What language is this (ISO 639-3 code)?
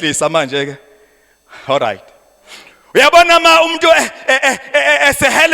zul